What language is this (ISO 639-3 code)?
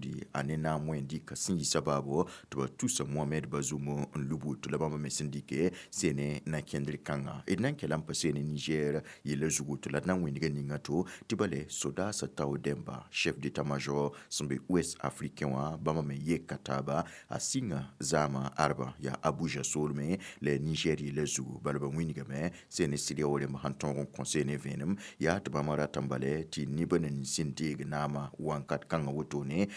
mos